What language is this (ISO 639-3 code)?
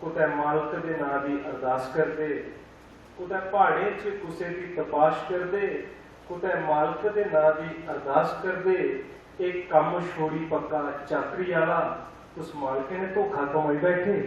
doi